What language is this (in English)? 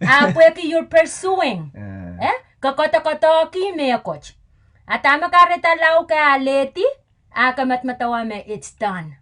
Pohnpeian